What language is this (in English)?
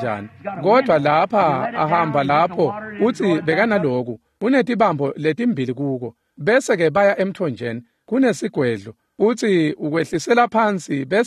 Swati